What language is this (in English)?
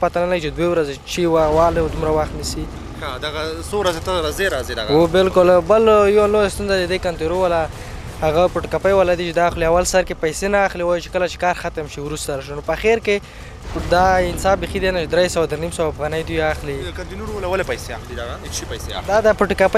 Pashto